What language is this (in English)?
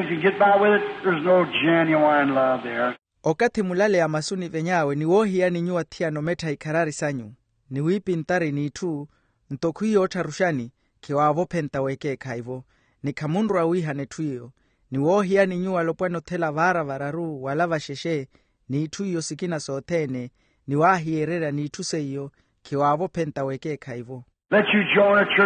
Makhuwa